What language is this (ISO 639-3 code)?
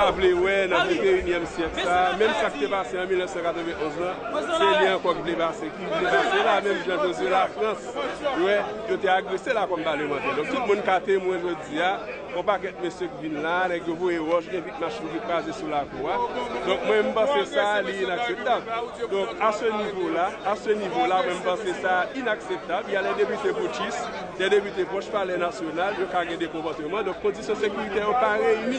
hat